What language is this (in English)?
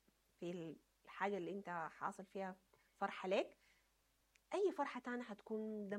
Sudanese Arabic